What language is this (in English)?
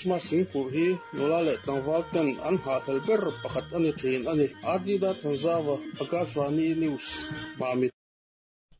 Mizo